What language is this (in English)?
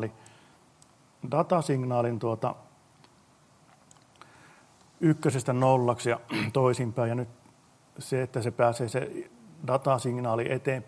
Finnish